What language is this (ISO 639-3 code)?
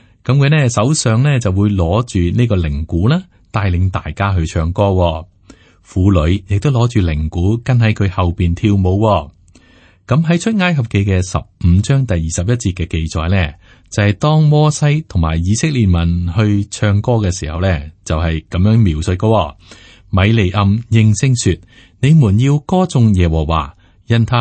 yue